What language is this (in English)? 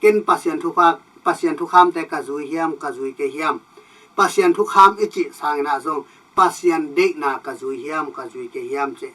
Tedim Chin